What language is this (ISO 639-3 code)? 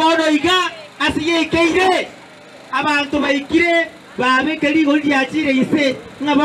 guz